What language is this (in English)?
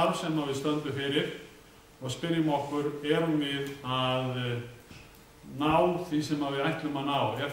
Icelandic